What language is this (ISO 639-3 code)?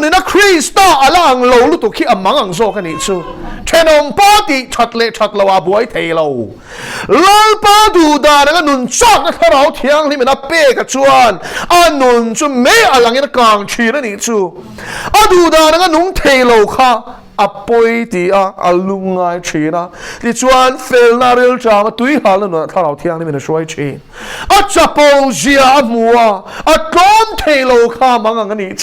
lus